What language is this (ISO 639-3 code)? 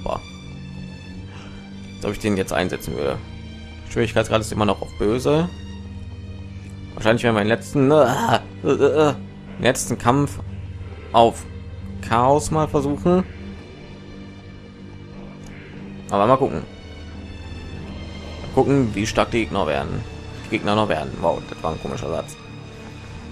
deu